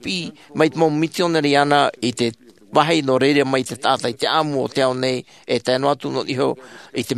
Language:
Tahitian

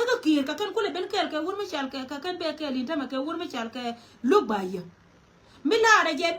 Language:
Nuer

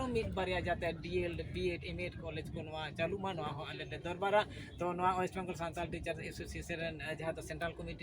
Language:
Santali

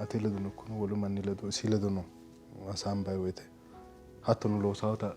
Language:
Sidamo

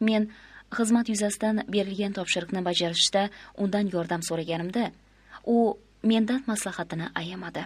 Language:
Uzbek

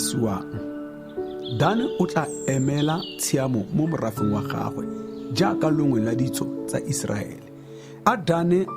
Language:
Tswana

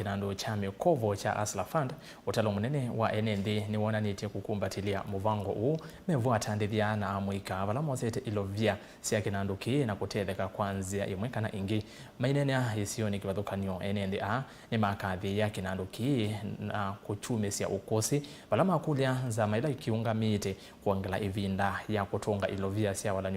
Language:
Kamba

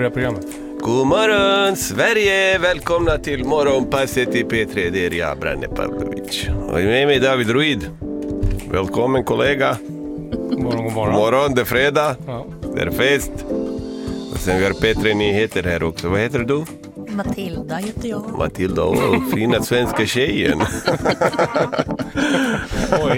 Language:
Swedish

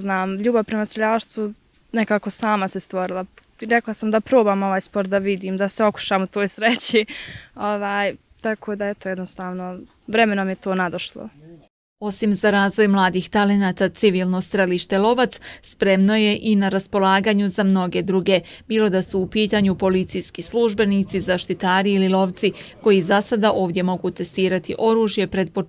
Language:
Bosnian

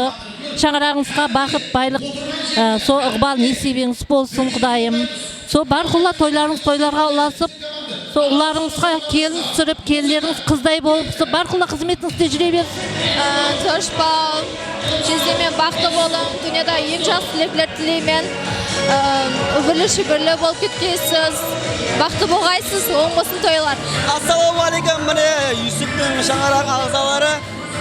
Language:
Kara-Kalpak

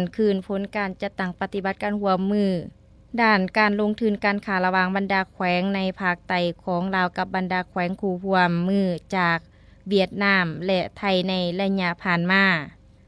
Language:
Lao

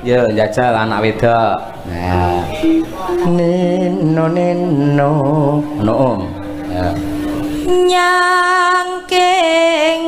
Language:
Javanese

